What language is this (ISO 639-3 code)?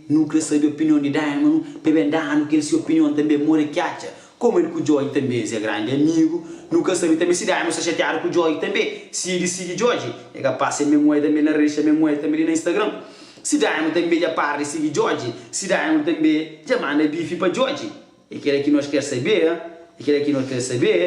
kea